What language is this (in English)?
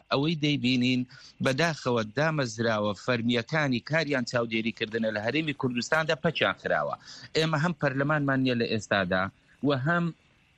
Central Kurdish